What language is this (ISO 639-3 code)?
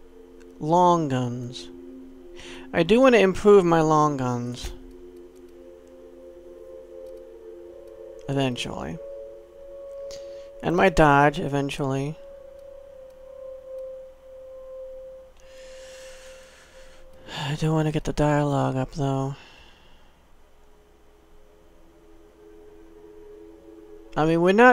eng